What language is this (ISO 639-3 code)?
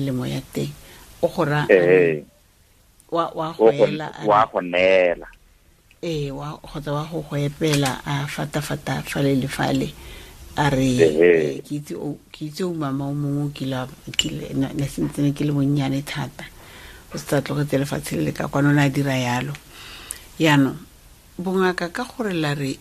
tsn